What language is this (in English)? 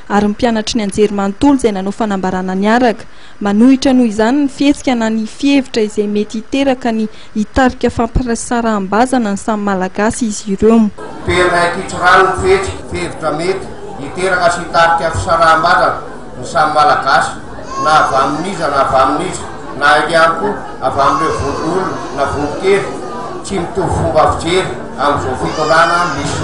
Malagasy